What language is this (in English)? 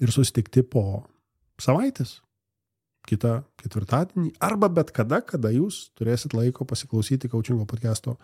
Lithuanian